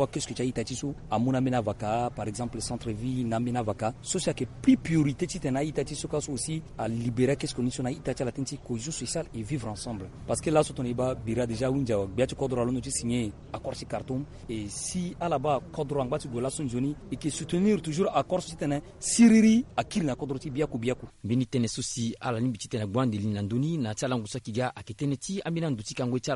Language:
Sango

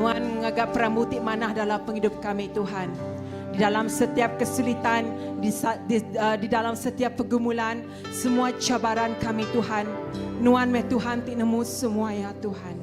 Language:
Iban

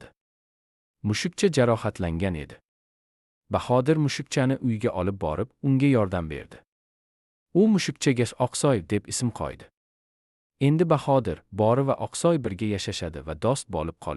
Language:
Uzbek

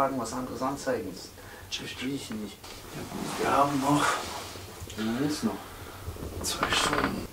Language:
German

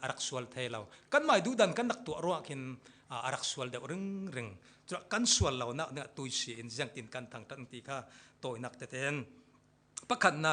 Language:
Falam Chin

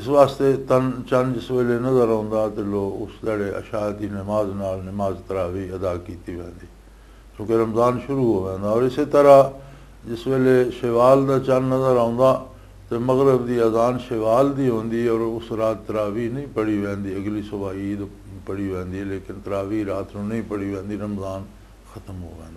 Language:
Western Panjabi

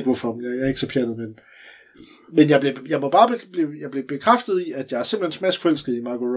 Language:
Danish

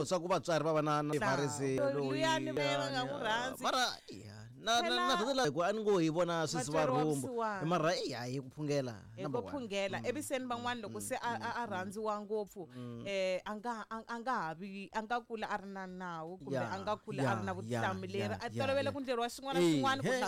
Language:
Tsonga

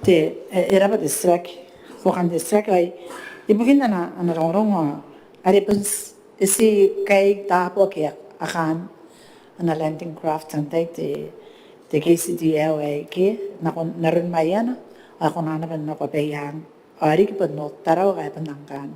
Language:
Gilbertese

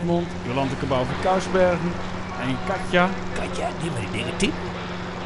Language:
Western Frisian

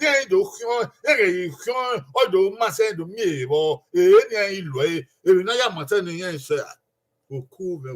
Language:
Bini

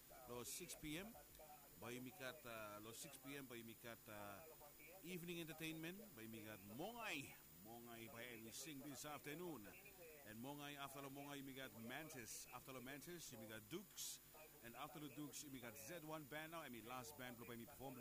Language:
Bislama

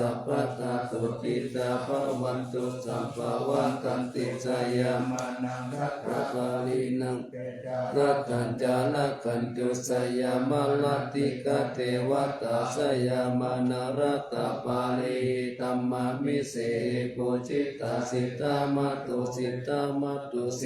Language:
Pali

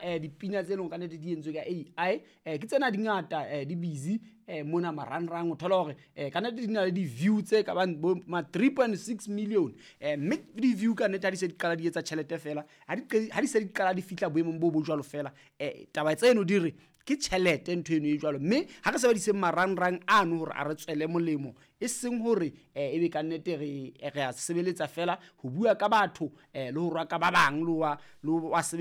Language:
Southern Sotho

